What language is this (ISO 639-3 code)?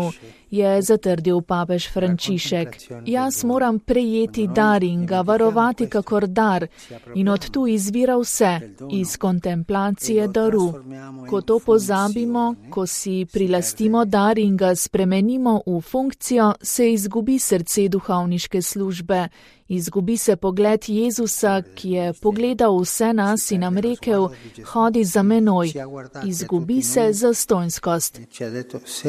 slv